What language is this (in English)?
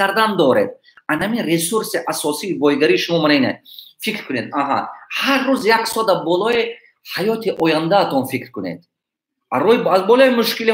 Tajik